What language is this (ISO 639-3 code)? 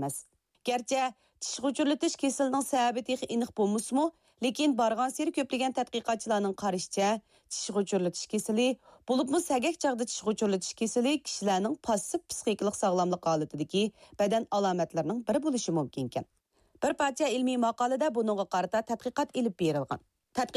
uig